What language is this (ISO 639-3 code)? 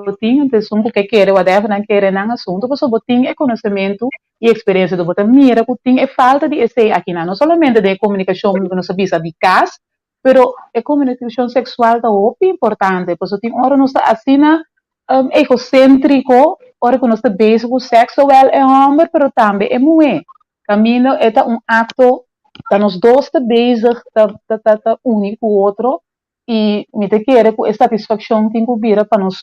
pap